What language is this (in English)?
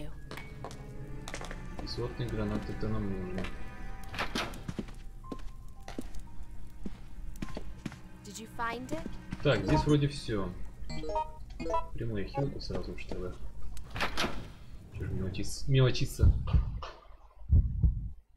Russian